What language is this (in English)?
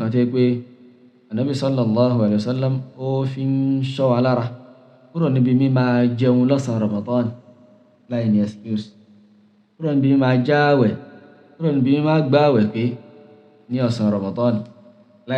Yoruba